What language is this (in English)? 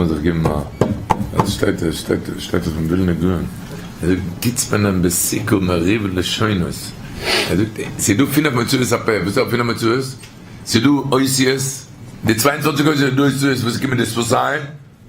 Yiddish